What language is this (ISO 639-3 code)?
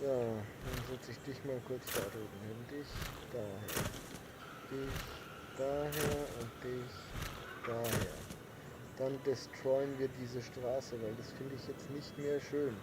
bar